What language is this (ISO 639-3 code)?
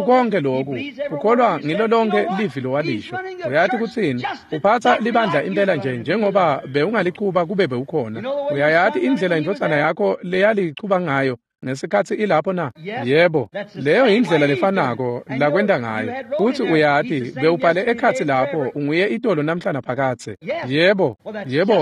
ssw